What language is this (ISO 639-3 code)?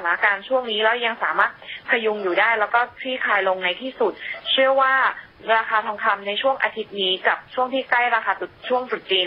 tha